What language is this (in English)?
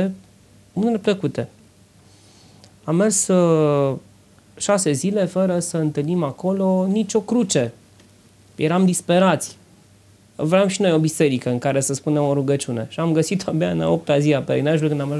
Romanian